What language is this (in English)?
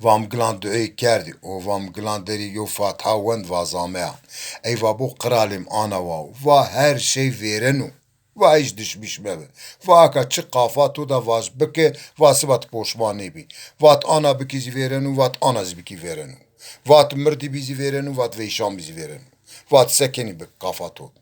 Zaza